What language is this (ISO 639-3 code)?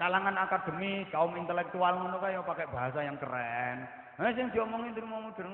jav